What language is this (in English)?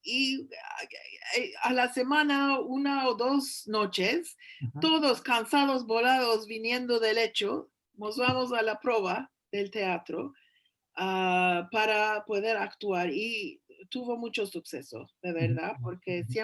Ladino